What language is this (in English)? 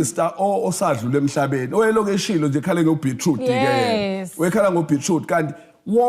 Zulu